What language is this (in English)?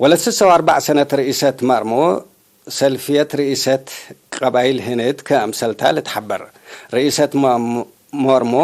Tigre